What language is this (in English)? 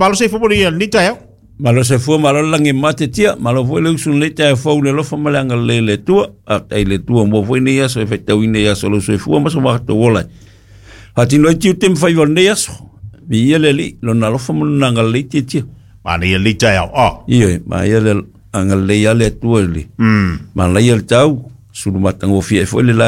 Samoan